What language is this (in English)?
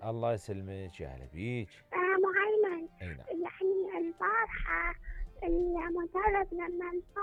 Mesopotamian Arabic